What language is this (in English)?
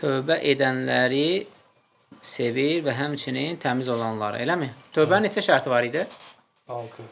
Azerbaijani